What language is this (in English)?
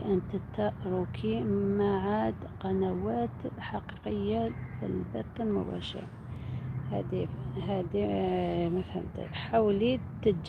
Algerian Arabic